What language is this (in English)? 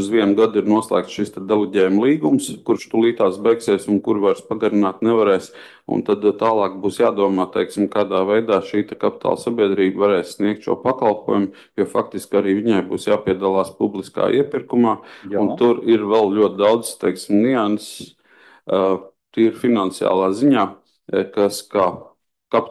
Latvian